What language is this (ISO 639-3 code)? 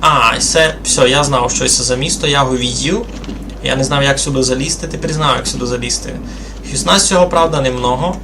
rue